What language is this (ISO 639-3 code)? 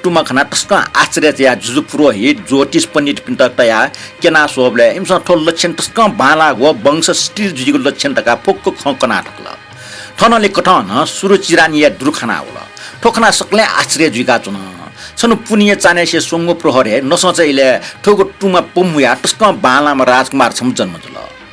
new